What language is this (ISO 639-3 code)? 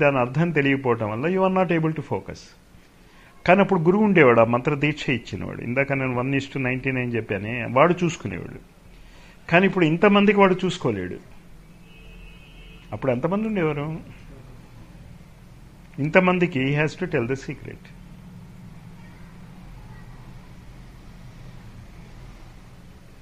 tel